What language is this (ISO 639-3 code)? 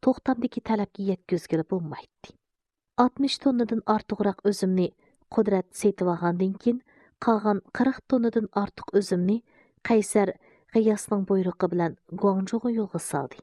uig